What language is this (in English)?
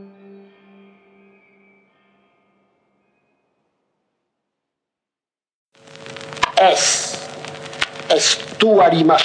Basque